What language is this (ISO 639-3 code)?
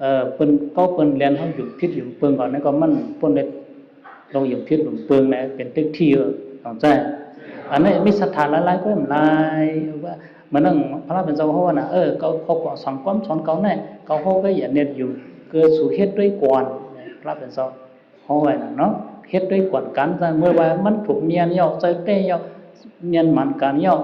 shn